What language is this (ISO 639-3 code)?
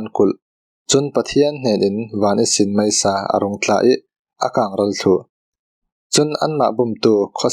cfm